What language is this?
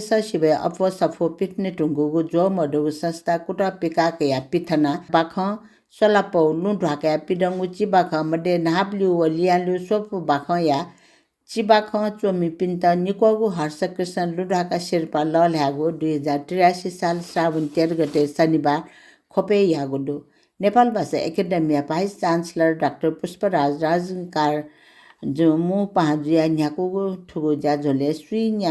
Newari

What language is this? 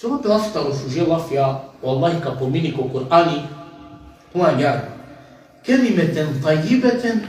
Balkan Romani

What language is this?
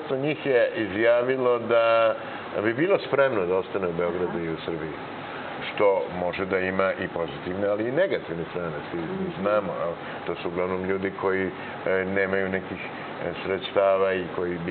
Serbian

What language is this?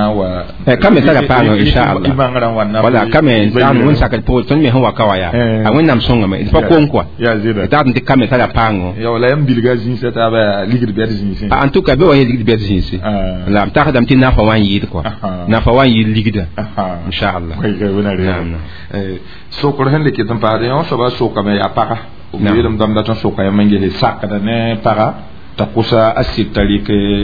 Mossi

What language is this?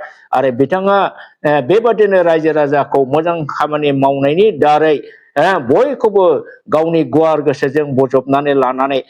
Bodo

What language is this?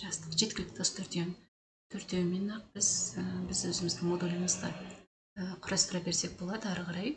Kazakh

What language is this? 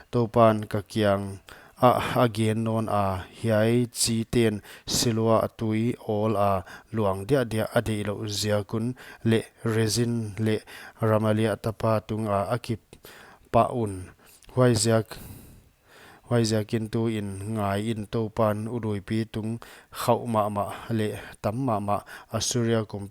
Paite Chin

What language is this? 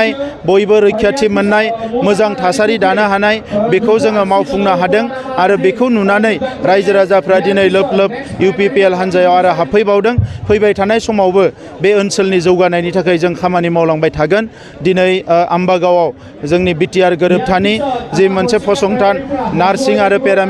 Bodo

